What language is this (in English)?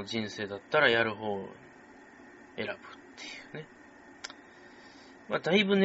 Japanese